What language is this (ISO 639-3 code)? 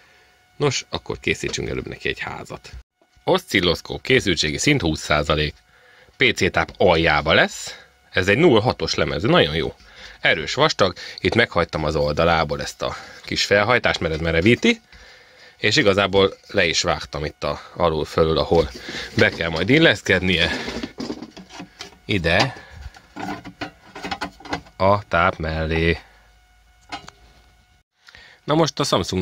hun